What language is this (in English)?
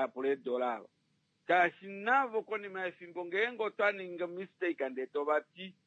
Kuanyama